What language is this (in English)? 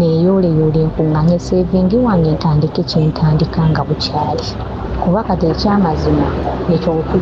Ganda